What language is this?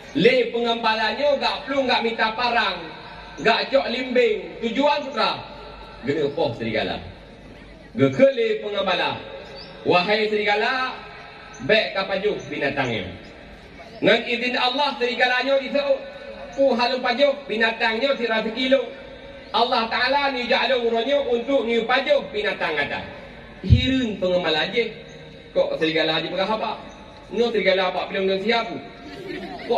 Achinese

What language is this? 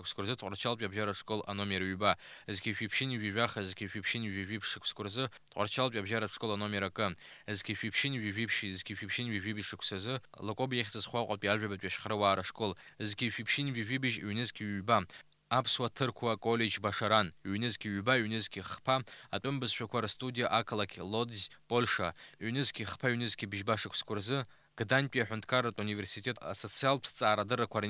Abkhazian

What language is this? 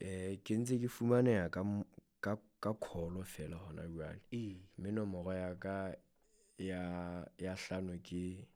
Southern Sotho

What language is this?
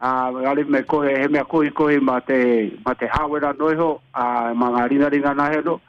Māori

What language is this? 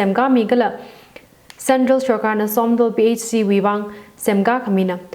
Tangkhul Naga (India)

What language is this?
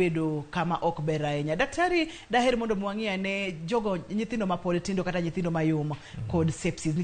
Luo (Kenya and Tanzania)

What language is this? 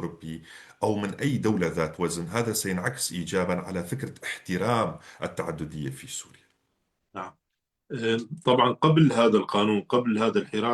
North Levantine Arabic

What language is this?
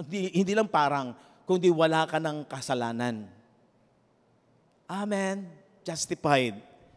Filipino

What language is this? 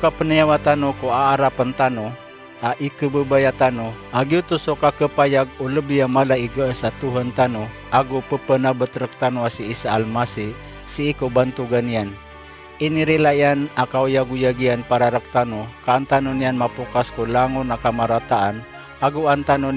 Maranao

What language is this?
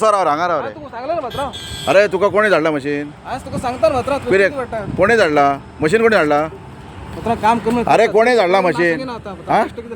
Konkani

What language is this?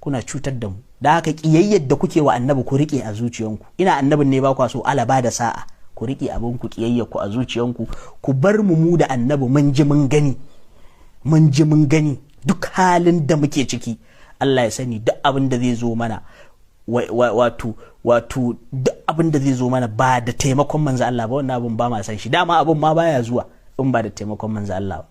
Hausa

